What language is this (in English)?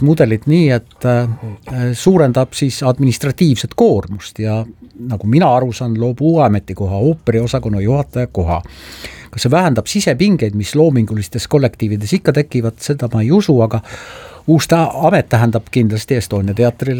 Estonian